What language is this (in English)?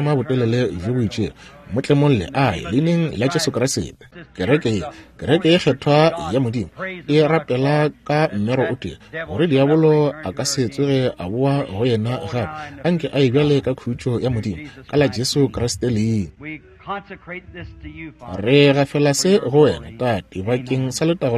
Northern Sotho